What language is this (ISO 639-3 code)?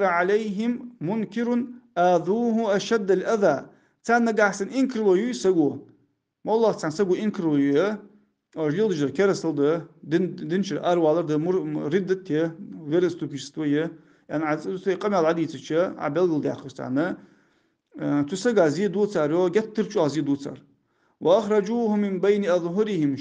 inh